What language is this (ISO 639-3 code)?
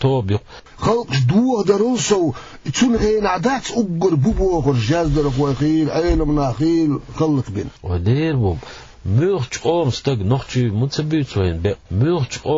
che